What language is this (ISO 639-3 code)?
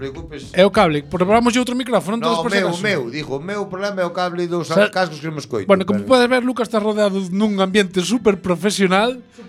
glg